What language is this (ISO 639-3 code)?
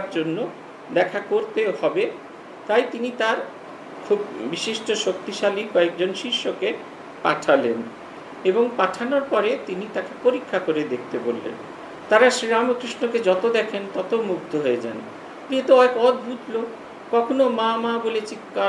ben